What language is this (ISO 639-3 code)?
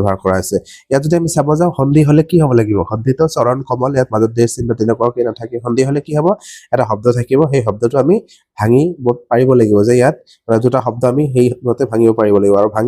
asm